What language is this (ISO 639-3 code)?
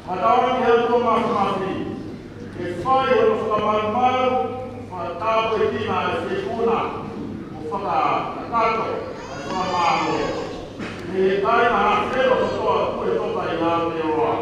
ton